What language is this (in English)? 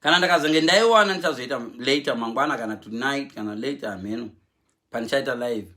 Shona